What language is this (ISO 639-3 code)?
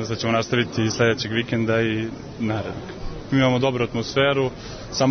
srp